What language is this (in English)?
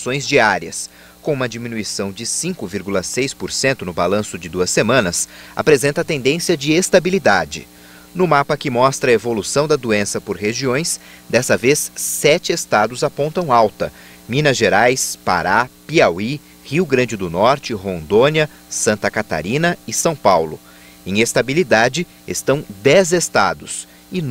Portuguese